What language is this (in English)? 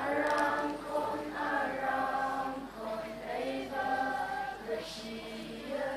Tangkhul Naga (India)